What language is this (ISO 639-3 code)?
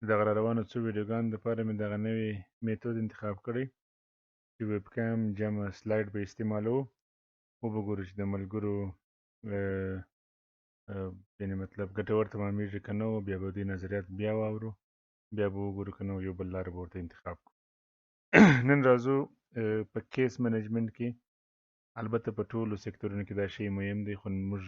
pus